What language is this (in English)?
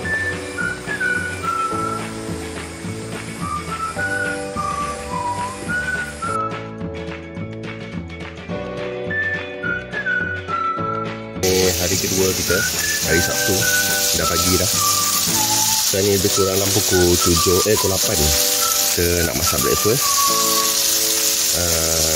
Malay